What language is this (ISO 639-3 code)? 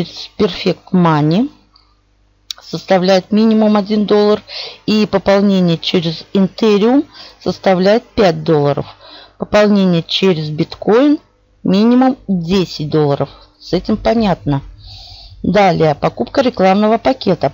rus